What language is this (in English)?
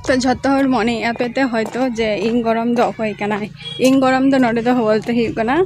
Santali